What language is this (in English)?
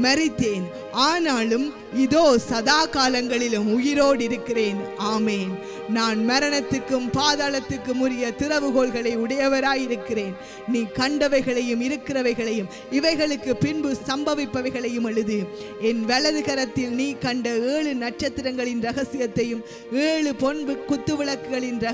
Tamil